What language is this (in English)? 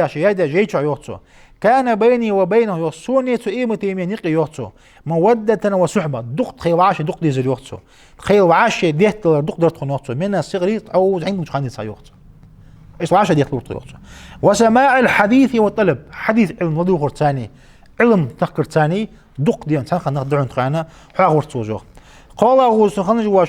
Ingush